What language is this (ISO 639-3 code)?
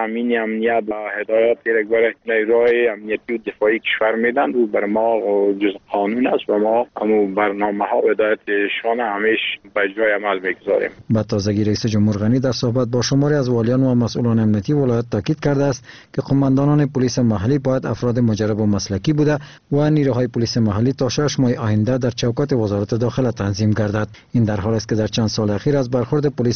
fas